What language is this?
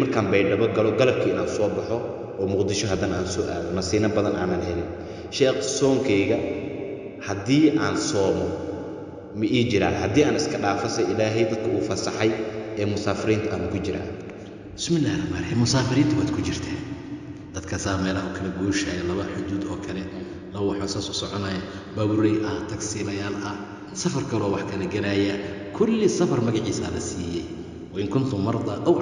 Somali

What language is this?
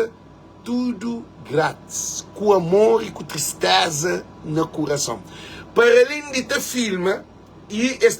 Kabuverdianu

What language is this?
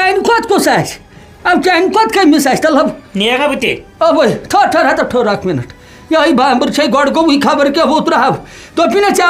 Kashmiri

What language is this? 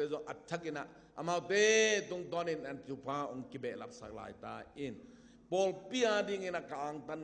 Tedim Chin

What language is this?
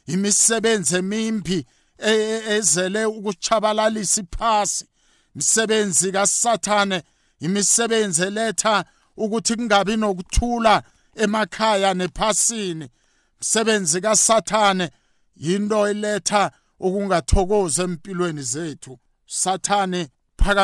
South Ndebele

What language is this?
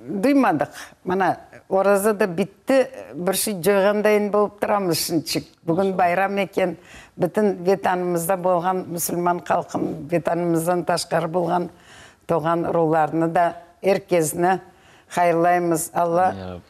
Crimean Tatar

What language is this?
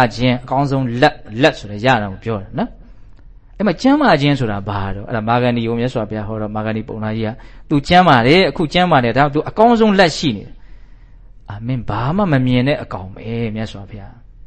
Burmese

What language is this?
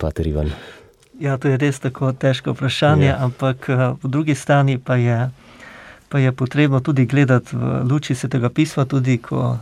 Slovenian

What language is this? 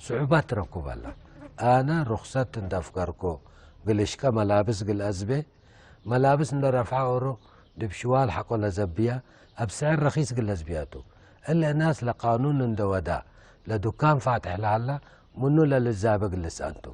Tigre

